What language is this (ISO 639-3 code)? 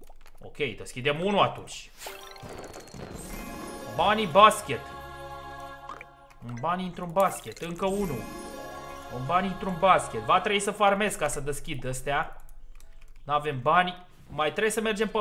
ron